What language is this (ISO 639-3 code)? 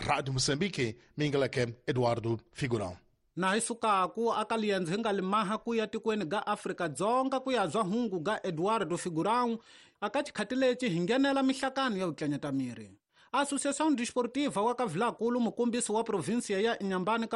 tso